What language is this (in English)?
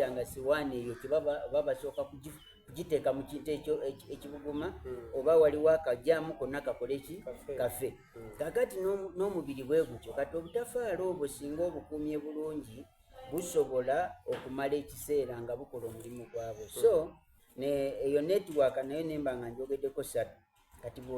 Soga